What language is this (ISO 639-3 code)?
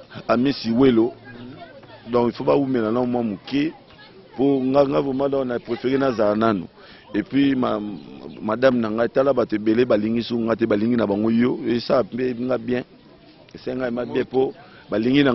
lin